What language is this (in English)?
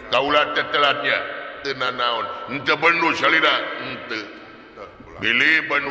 Sundanese